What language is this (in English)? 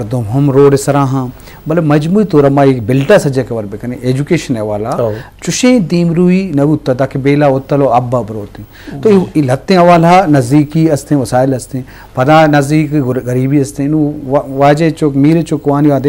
Eastern Balochi